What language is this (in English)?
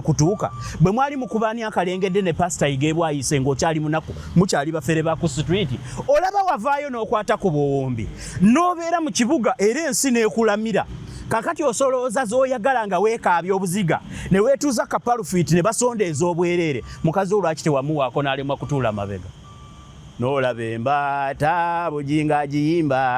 Ganda